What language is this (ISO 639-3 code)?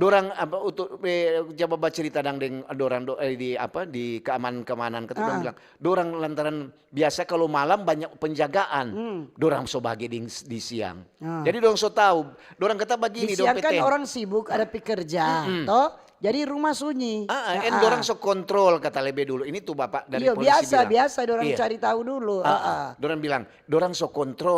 xmm